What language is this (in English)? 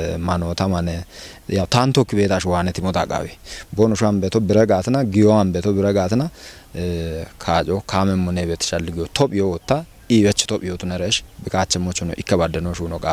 Kafa